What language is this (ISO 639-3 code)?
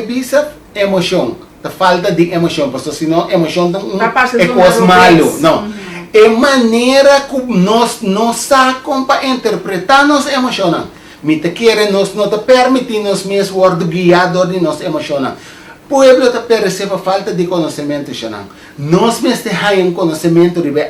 pap